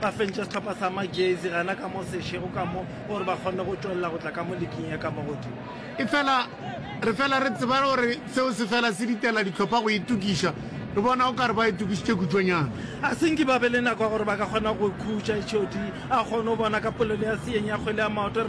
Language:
Northern Sotho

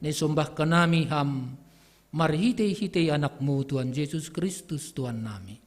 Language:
Batak Simalungun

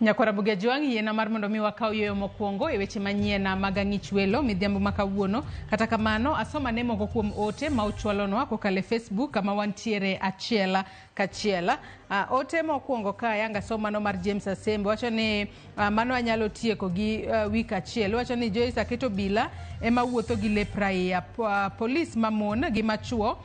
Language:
Luo (Kenya and Tanzania)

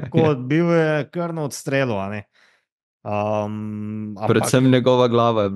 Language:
Slovenian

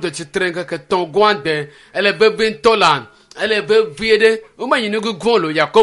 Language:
Ewe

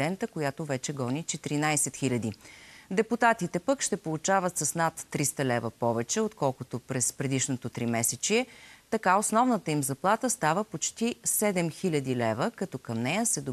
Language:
Bulgarian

